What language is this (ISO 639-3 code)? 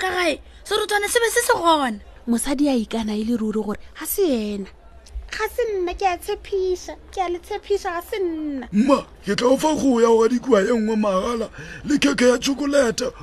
nso